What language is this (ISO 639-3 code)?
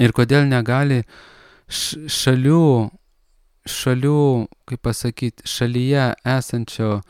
lit